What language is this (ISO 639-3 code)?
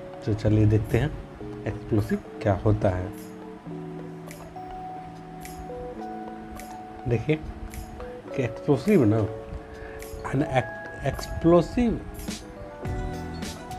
hin